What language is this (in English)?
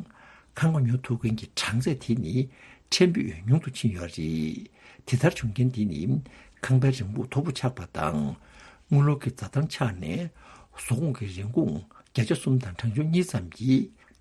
Tibetan